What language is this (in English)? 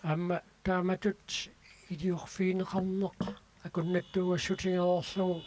Kalaallisut